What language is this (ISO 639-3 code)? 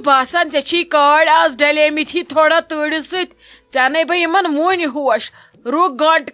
kas